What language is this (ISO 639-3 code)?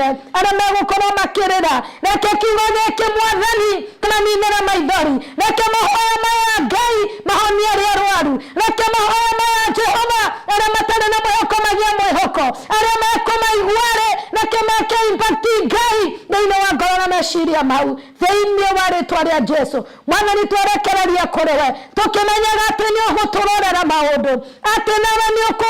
kik